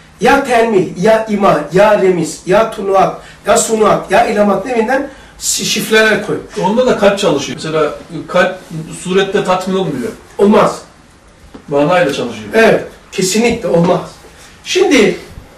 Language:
Turkish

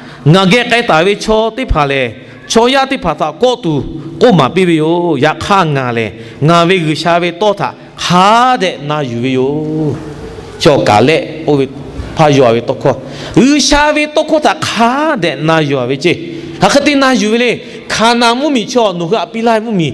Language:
Lahu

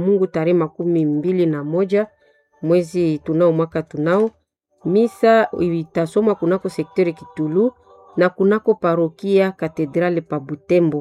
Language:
Swahili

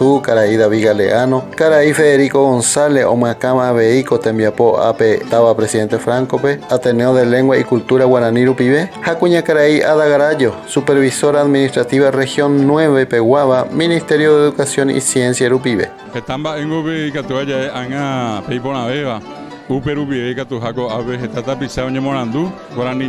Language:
Guarani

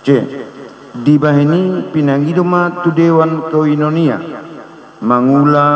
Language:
Batak Toba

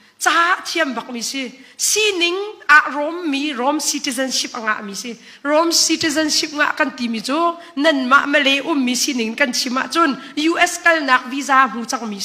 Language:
Hakha Chin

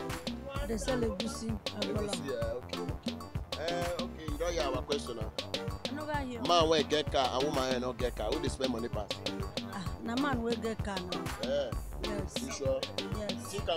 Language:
Nigerian Pidgin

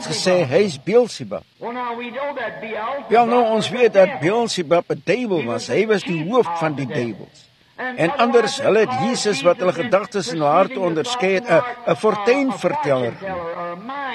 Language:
Afrikaans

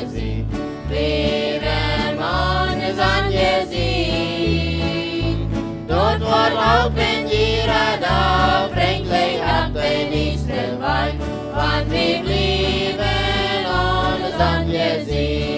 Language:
Plautdietsch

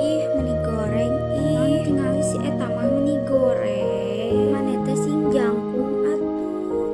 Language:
Sundanese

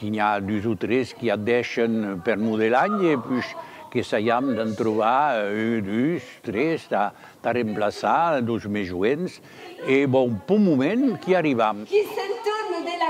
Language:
Occitan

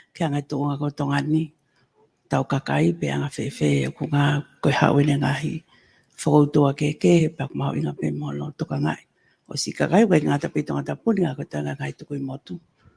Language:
Tongan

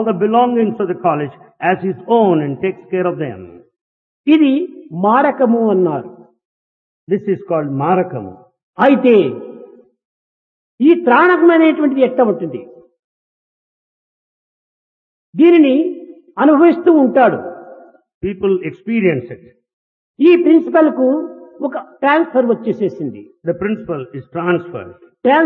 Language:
Telugu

